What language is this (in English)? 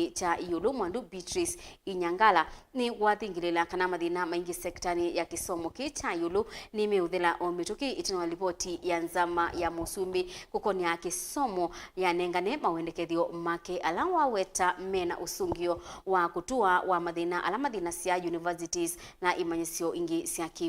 Kamba